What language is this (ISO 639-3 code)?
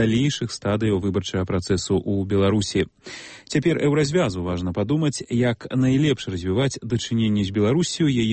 bel